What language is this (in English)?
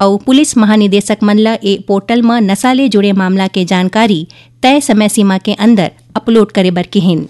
Chhattisgarhi